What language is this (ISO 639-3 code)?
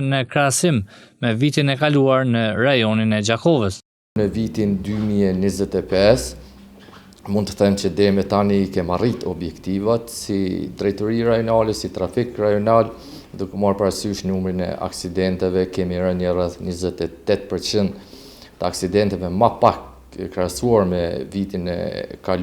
sqi